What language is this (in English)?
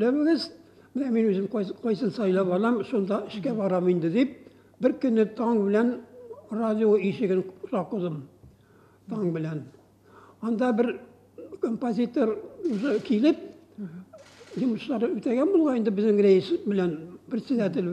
Tatar